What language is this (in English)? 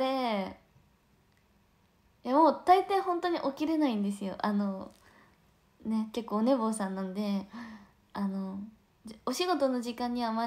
Japanese